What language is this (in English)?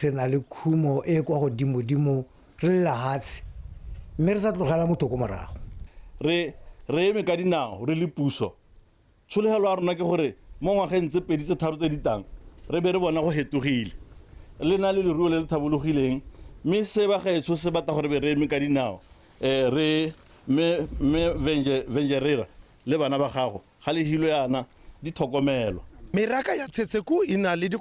Tswana